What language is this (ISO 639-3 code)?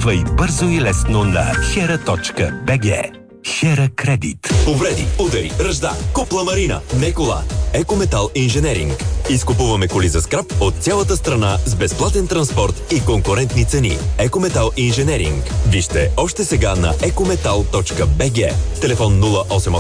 bul